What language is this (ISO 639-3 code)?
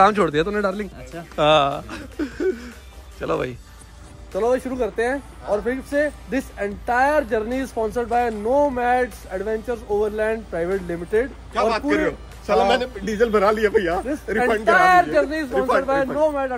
hin